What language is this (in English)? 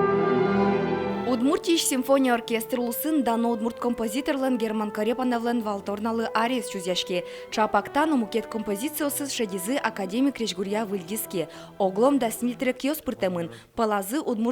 Udmurt